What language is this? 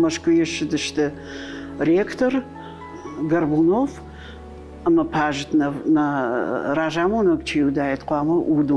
Ossetic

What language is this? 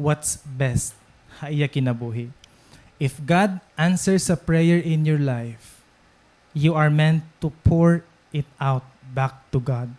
Waray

